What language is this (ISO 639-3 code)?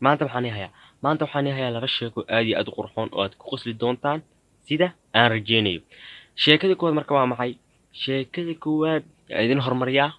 som